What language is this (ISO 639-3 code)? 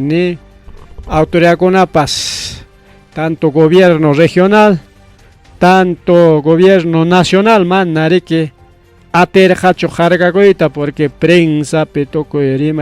quy